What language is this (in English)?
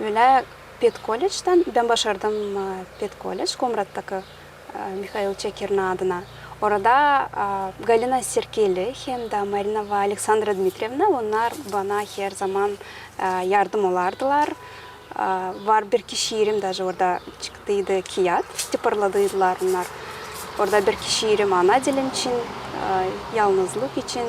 Gagauz